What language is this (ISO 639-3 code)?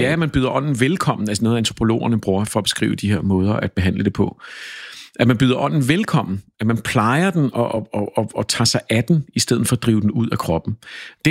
dan